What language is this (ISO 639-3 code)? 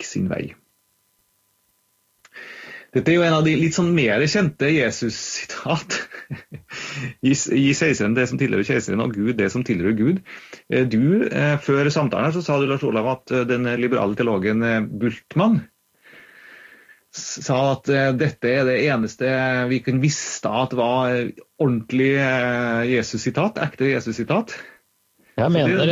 nor